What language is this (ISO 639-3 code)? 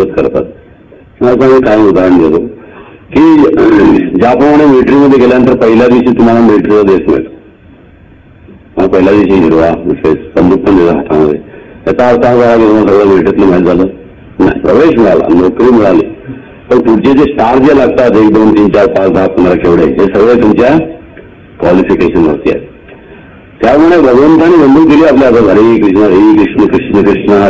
mar